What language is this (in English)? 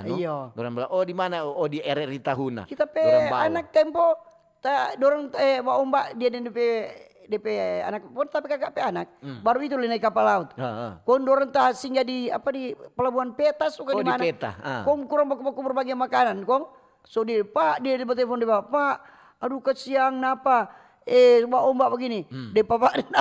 Manado Malay